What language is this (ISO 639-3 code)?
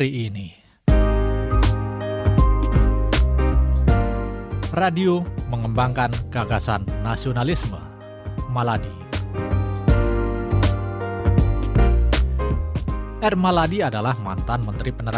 ind